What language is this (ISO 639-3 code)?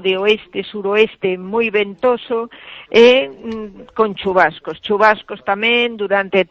glg